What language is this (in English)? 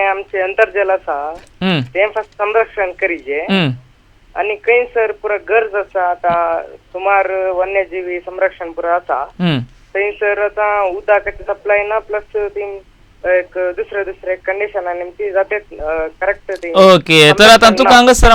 Konkani